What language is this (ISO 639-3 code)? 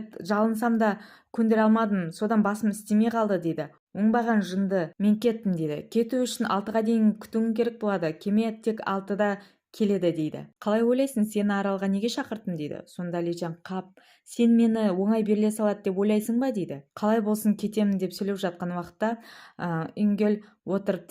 kaz